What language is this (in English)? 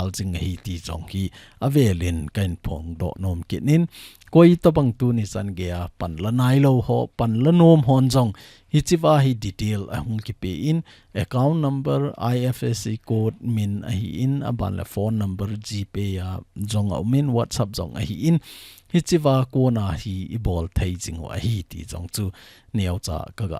Thado Chin